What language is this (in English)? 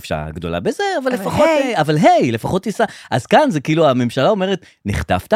Hebrew